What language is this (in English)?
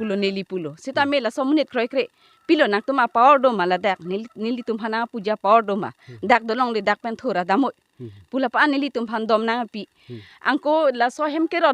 Karbi